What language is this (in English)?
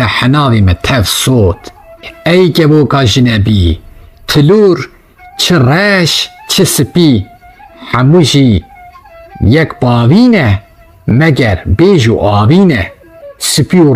Kurdish